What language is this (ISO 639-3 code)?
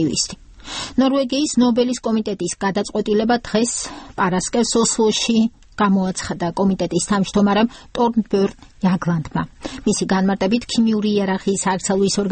kat